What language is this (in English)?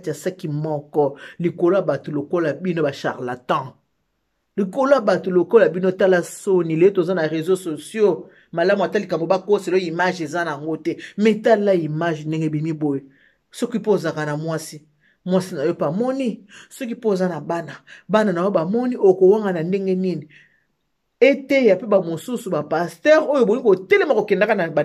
Lingala